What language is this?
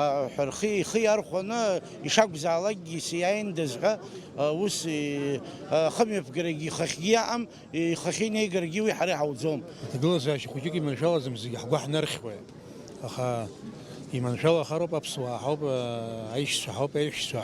Abkhazian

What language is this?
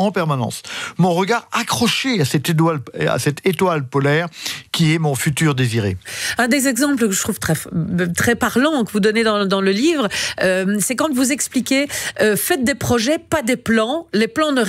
French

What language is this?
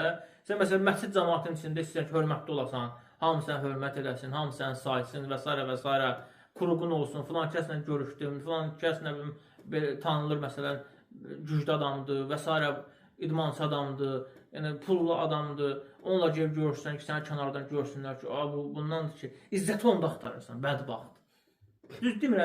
Azerbaijani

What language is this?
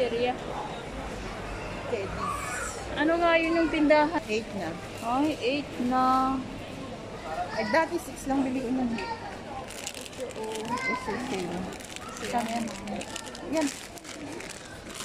Filipino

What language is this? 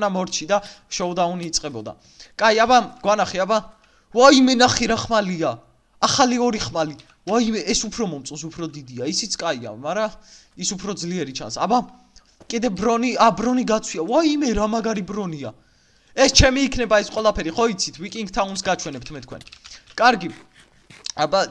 Georgian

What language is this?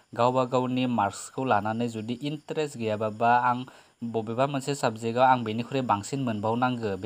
Bodo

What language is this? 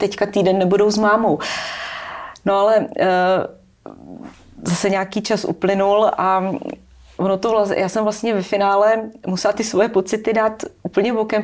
Czech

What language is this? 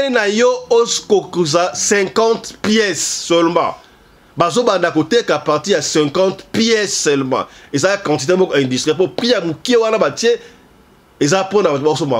Lingala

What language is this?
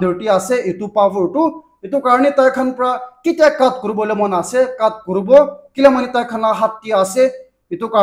Naga Pidgin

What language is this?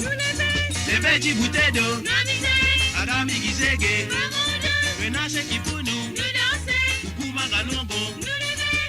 Morisyen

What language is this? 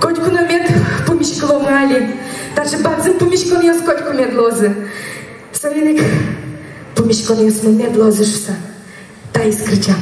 Udmurt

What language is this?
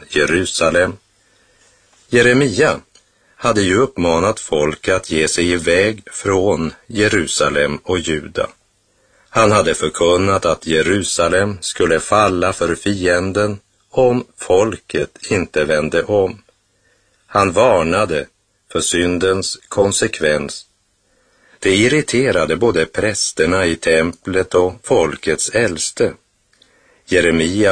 Swedish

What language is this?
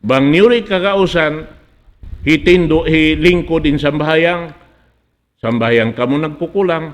Tausug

